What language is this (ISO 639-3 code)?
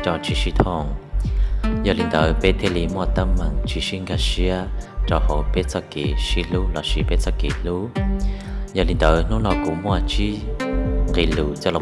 hmn